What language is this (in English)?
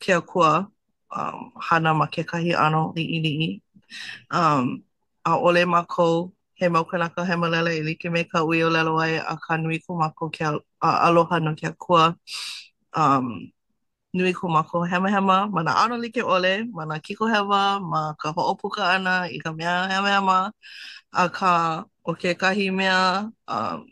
Hawaiian